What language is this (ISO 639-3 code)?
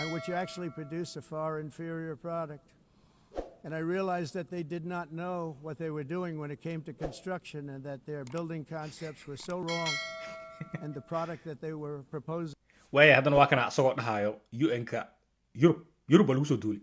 som